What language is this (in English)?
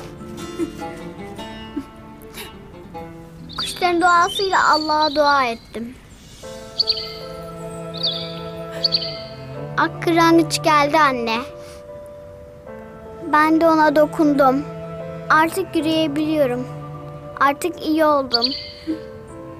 Turkish